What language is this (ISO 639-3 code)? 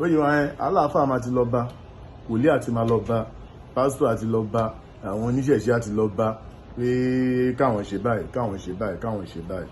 yor